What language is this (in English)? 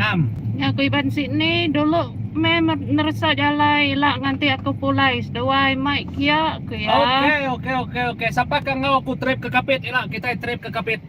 Iban